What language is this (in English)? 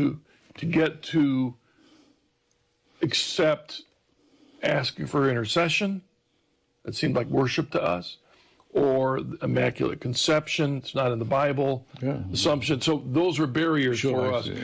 English